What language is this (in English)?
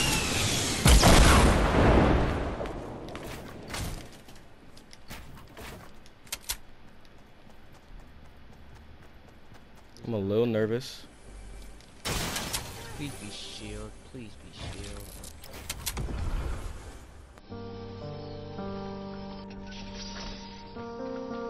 English